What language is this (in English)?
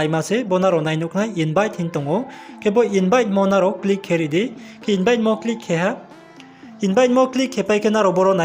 Riang (India)